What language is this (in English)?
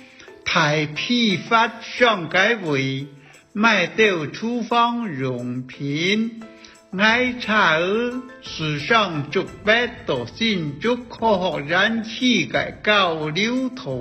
Hakka Chinese